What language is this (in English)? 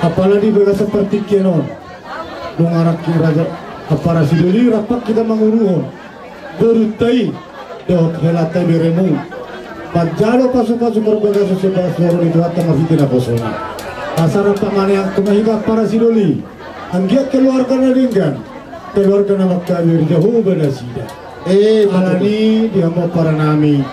Batak Toba